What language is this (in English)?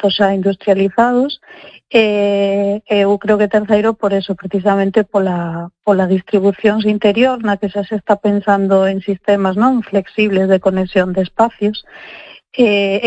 Galician